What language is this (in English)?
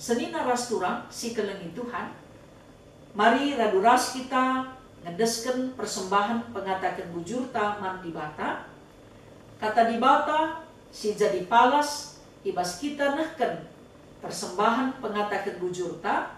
Batak Karo